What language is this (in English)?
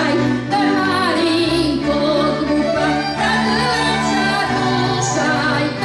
Rusyn